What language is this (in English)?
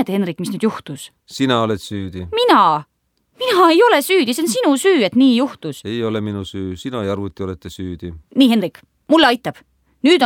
Estonian